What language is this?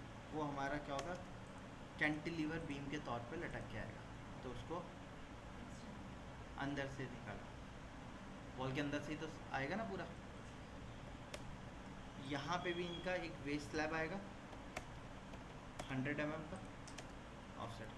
Hindi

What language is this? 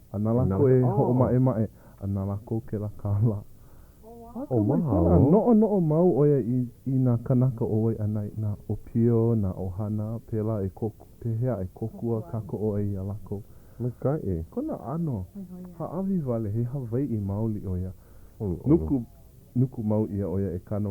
Hawaiian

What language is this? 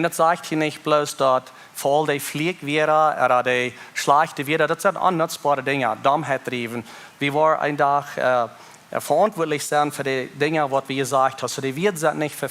Plautdietsch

